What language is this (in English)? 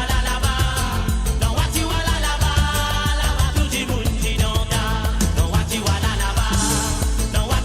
Morisyen